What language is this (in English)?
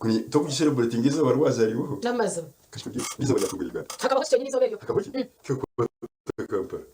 Nyankole